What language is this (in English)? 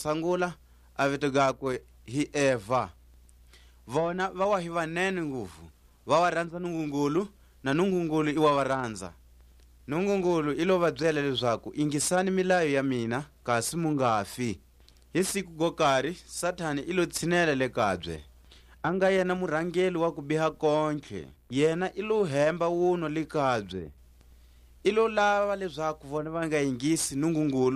Tswa